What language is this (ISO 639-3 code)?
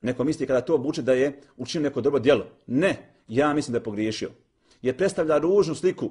bos